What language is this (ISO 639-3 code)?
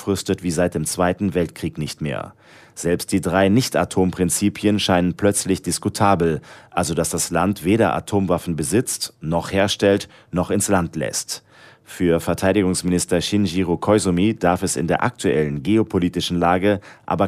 deu